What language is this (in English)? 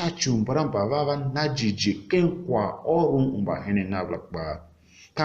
Tiv